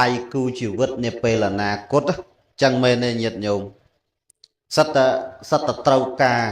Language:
Khmer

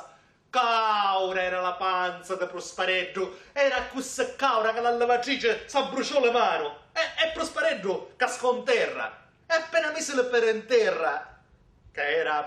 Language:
Sicilian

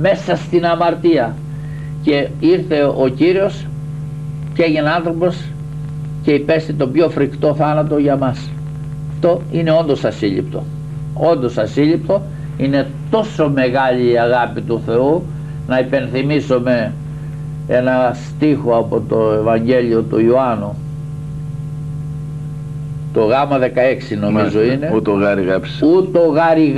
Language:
Greek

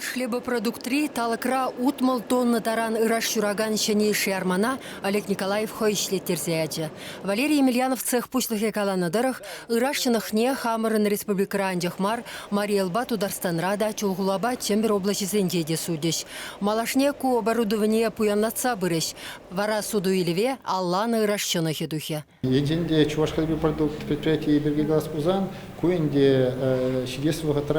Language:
Chuvash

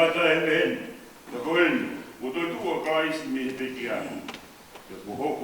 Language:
Tongan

